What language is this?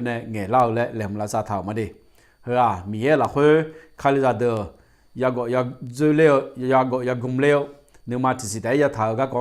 Akha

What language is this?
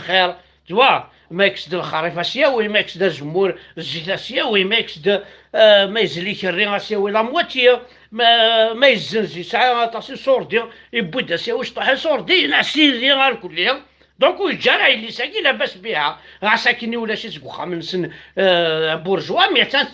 Kabyle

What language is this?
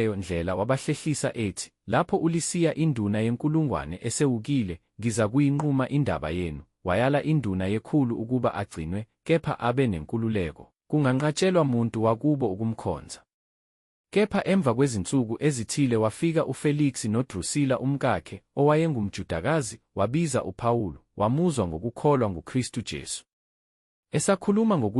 Zulu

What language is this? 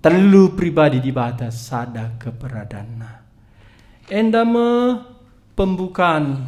Batak Karo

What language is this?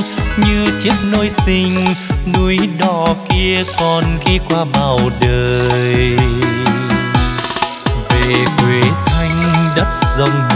Vietnamese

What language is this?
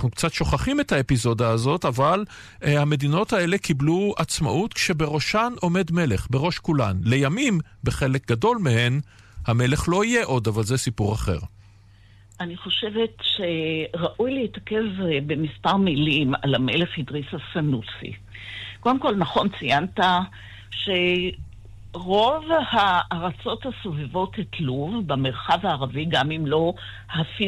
Hebrew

